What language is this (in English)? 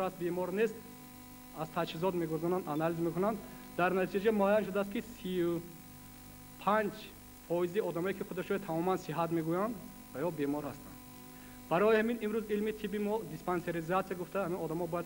Tajik